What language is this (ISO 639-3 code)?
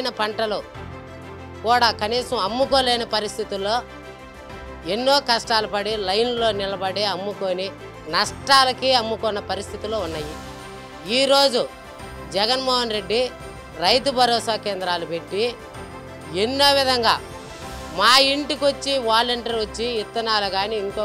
tel